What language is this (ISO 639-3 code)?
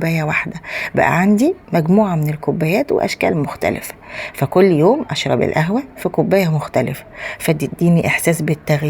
arz